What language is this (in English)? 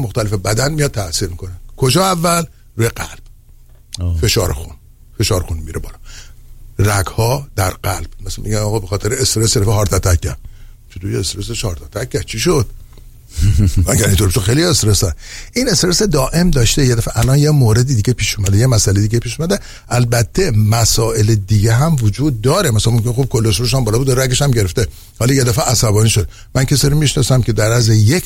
Persian